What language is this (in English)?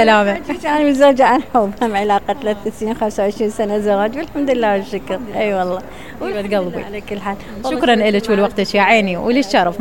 Mesopotamian Arabic